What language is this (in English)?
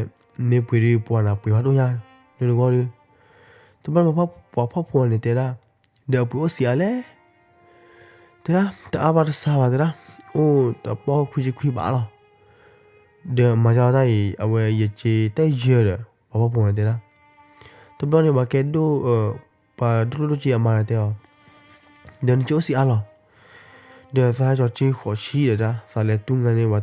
S'gaw Karen